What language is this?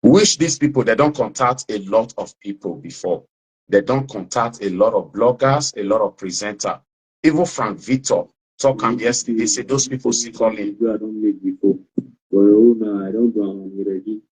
Nigerian Pidgin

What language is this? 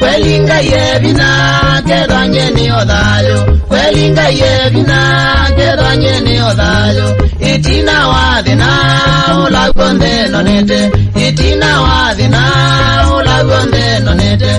Kamba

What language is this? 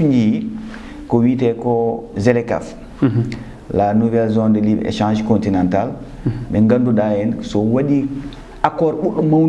Fula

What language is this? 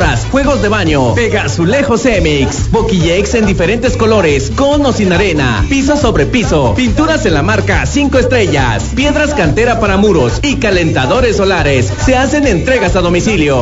Spanish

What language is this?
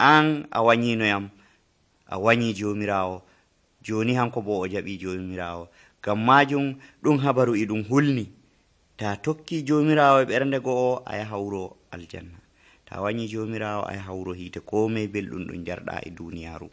Nigerian Fulfulde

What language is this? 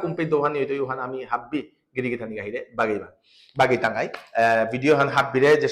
Bishnupriya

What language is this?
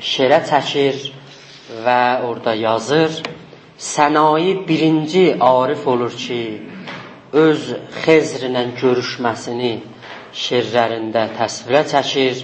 South Azerbaijani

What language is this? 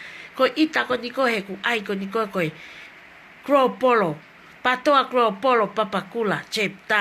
Tongan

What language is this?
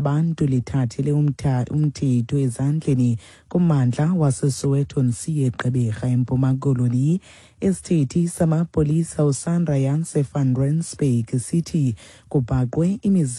Xhosa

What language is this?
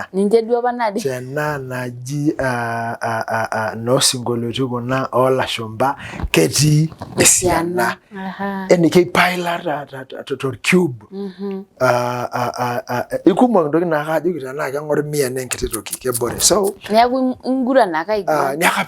Masai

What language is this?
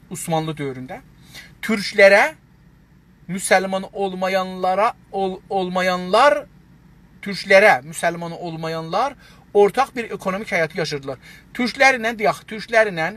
South Azerbaijani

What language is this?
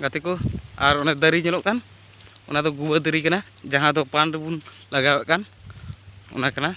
Santali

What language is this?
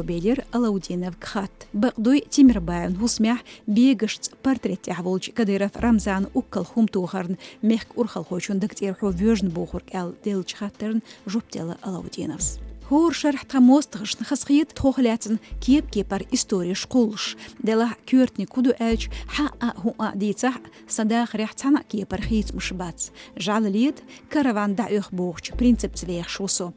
Chechen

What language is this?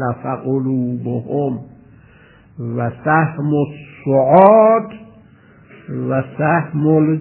Persian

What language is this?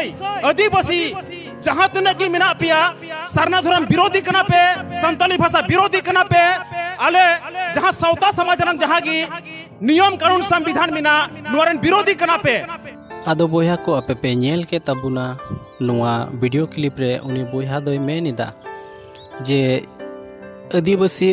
Santali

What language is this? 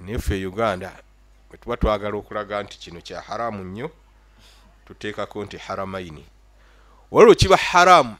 Ganda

